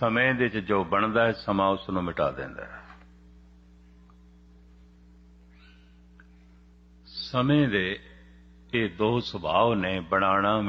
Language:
Punjabi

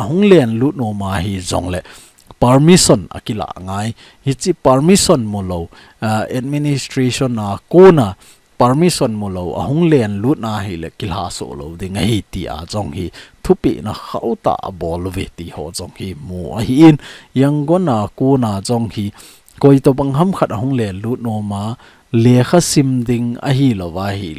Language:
Thado Chin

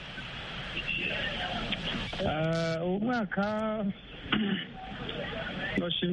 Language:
Kinyarwanda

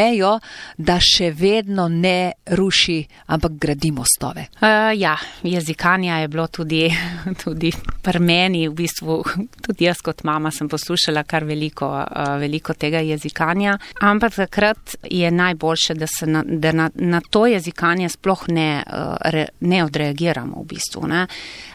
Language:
Slovenian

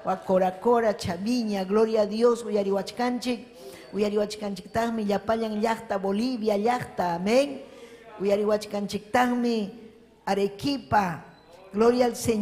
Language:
Ayacucho Quechua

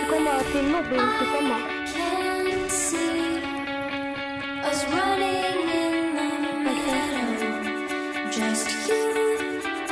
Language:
Swedish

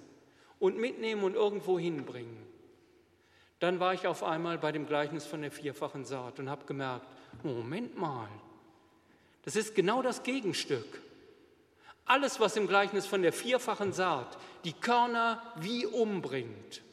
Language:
German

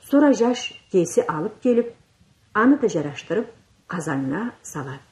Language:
Karachay-Balkar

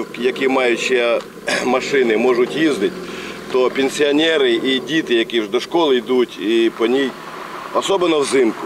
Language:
Ukrainian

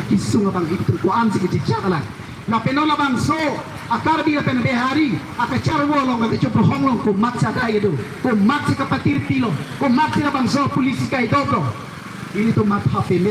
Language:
Karbi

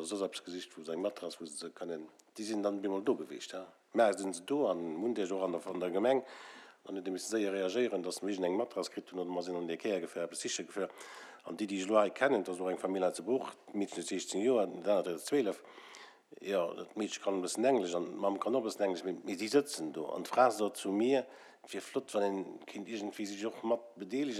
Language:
Luxembourgish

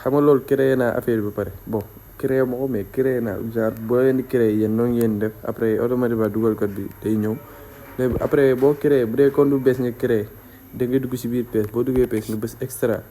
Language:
Wolof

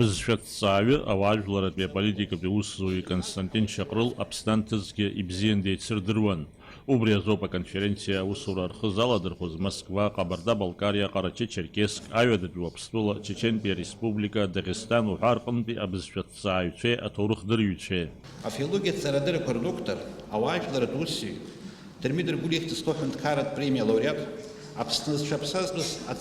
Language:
Abkhazian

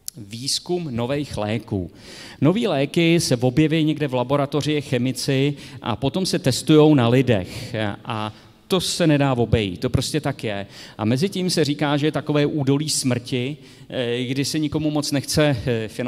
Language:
Czech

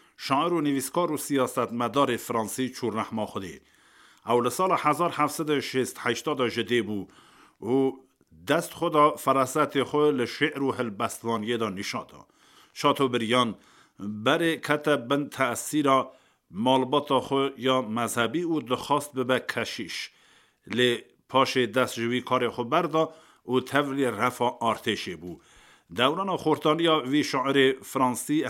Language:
Kurdish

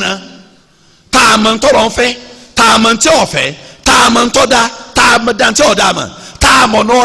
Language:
Yoruba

